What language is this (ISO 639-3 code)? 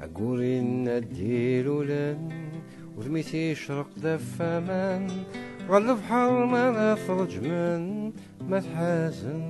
kab